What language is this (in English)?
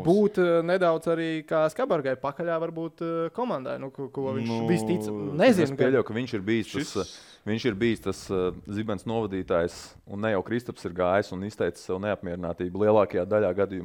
Latvian